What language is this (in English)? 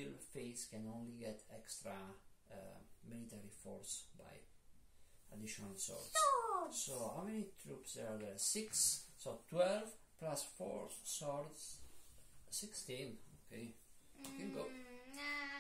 English